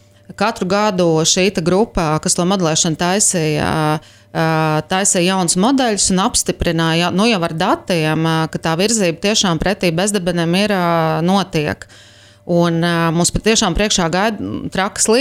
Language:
Latvian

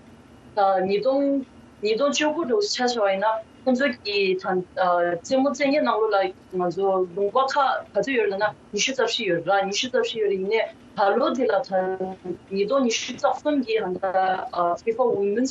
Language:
Tibetan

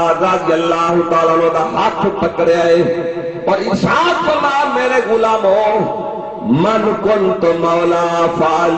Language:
Saraiki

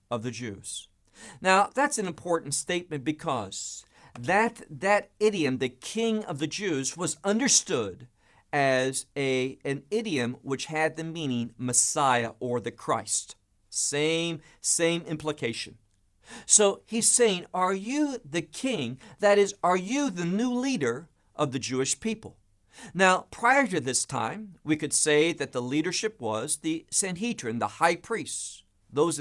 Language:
English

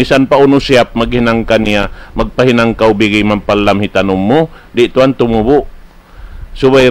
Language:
Tausug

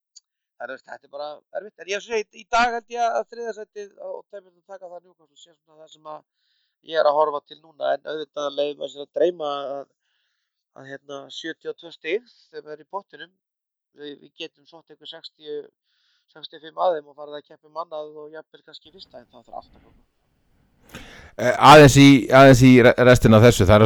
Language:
Icelandic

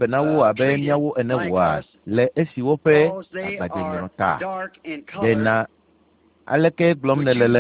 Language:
Ewe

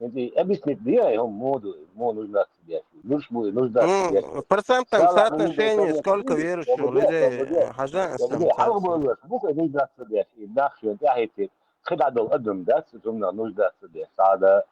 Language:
Chechen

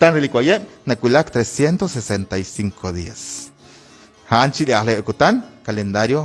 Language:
Kekchí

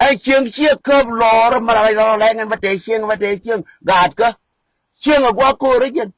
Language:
Nuer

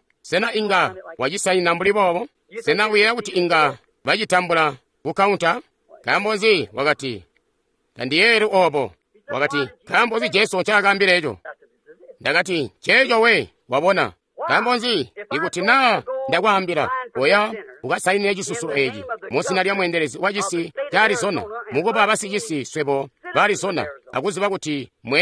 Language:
Tonga (Zambia)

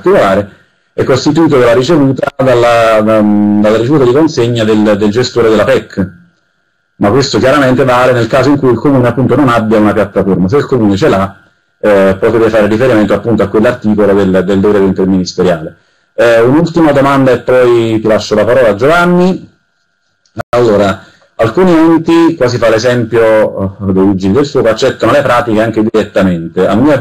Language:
Italian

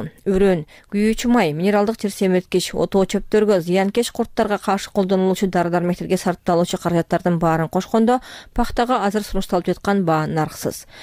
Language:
Kyrgyz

